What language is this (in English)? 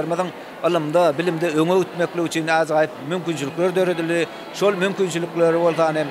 Turkmen